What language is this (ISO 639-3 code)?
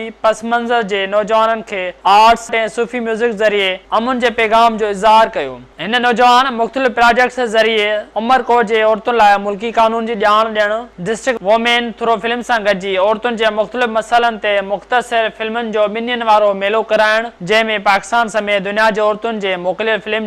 snd